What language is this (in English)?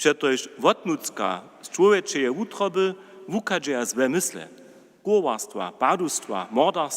Upper Sorbian